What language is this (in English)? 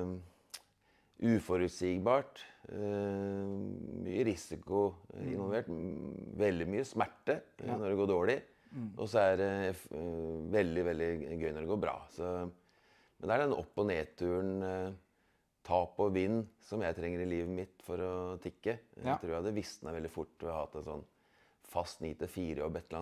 Norwegian